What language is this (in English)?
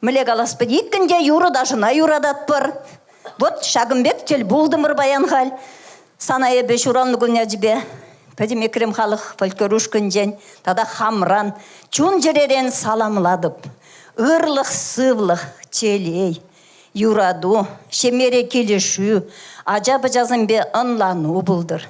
Chuvash